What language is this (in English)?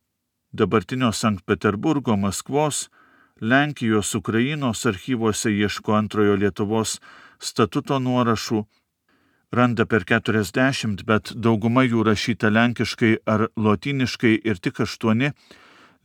Lithuanian